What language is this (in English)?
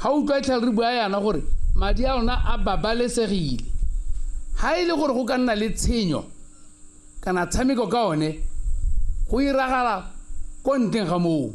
Tswana